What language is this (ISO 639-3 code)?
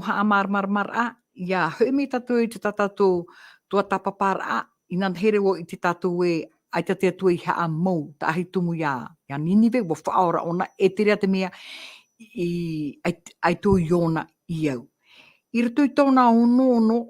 tah